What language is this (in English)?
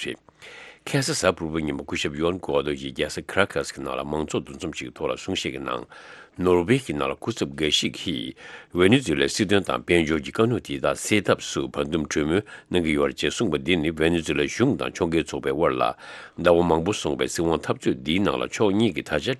Tibetan